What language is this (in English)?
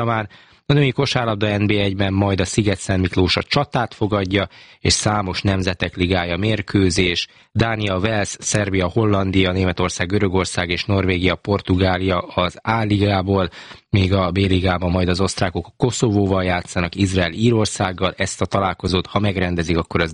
Hungarian